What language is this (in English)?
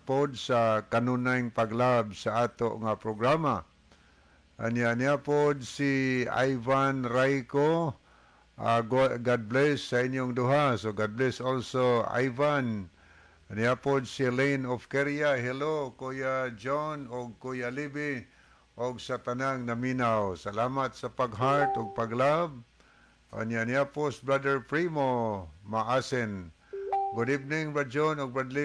Cebuano